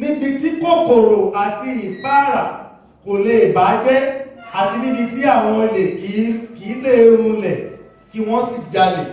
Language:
Yoruba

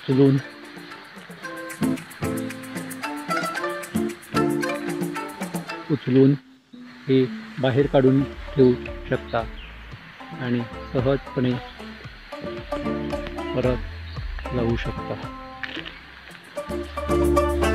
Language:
Marathi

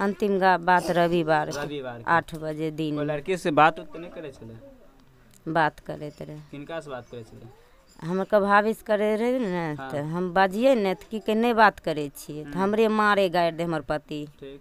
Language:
Maithili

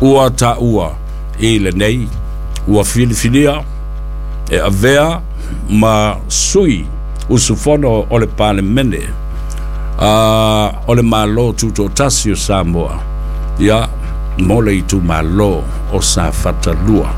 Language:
Samoan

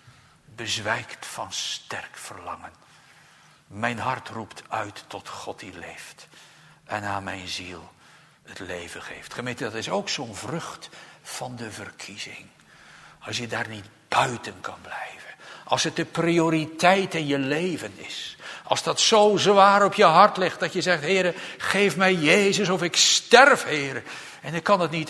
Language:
Dutch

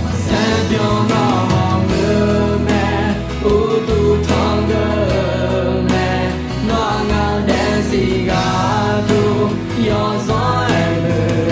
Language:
Akha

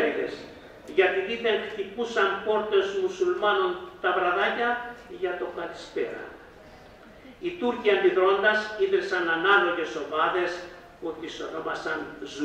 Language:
Greek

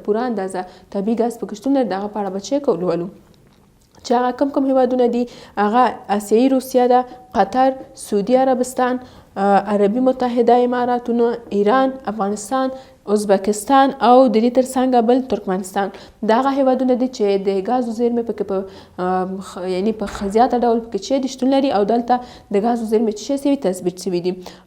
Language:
Pashto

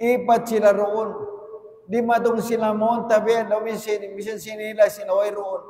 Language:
Tausug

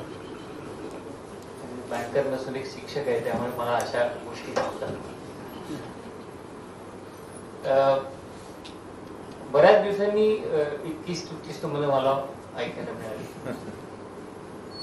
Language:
Marathi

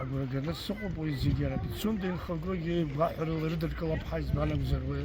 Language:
Abkhazian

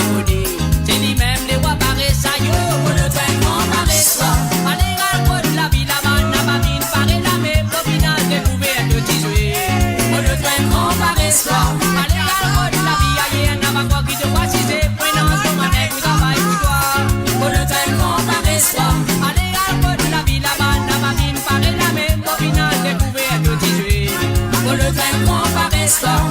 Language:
Morisyen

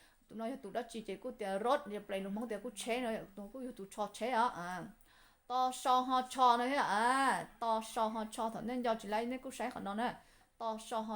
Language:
Hmong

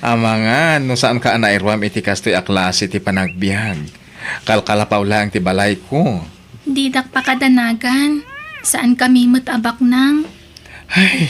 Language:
Iloko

